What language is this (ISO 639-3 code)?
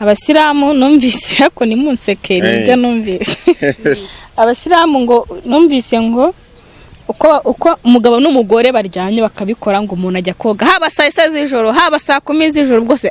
kin